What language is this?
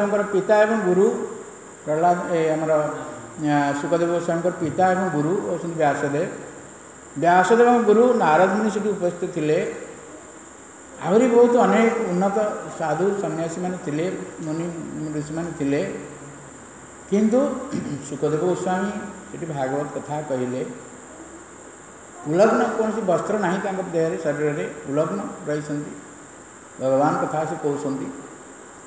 Odia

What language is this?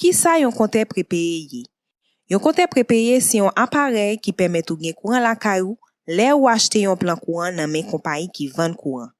Haitian Creole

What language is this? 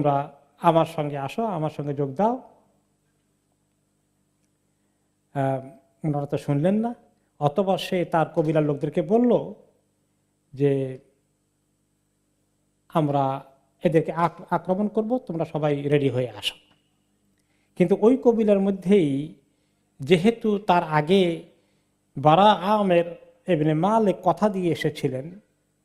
Bangla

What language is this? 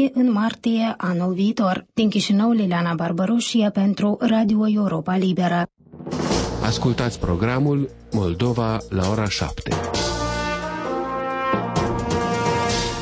Romanian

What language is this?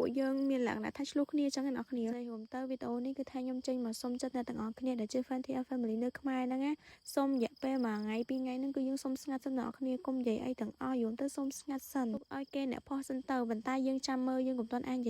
Khmer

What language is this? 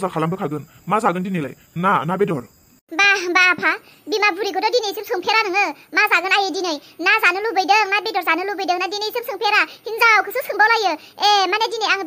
Bodo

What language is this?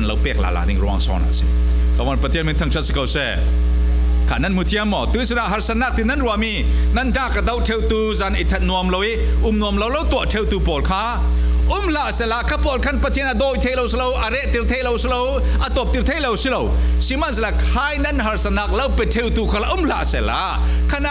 Falam Chin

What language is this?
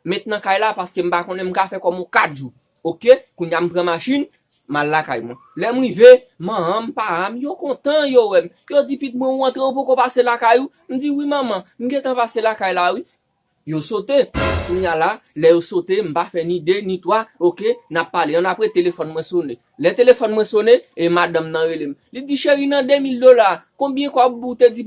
Haitian Creole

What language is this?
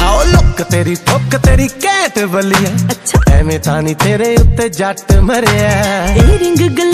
Punjabi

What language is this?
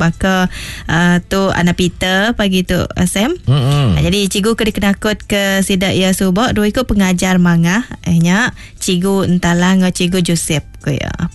Iban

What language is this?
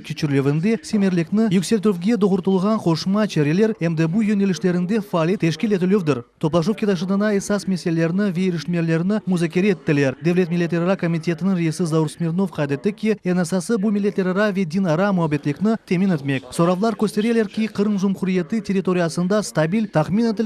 Crimean Tatar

